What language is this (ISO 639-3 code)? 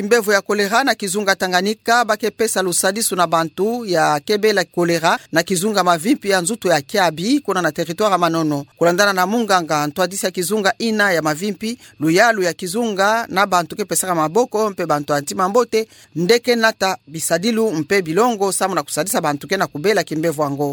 ktu